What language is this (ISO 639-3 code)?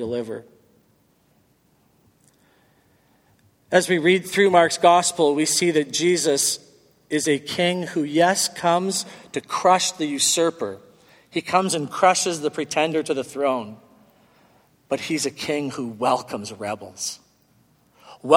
eng